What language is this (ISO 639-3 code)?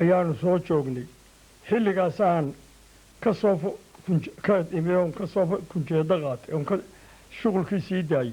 som